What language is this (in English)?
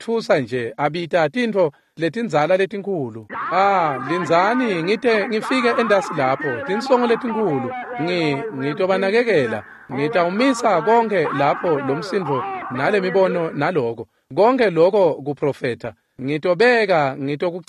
Swati